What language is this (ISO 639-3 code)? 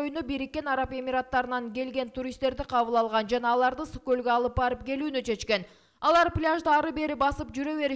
kir